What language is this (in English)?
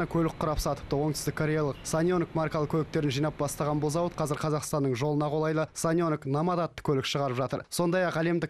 Kazakh